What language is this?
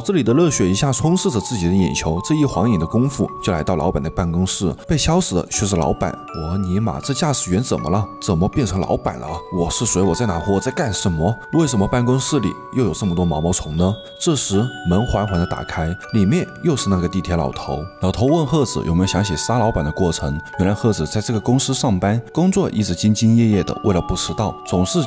Chinese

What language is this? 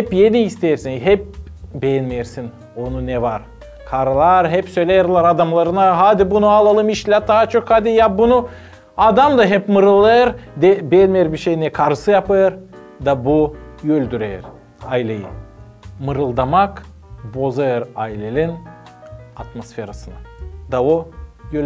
Gagauz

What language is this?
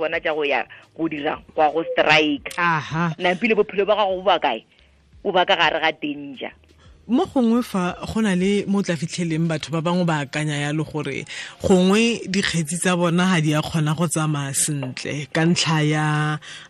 Tswana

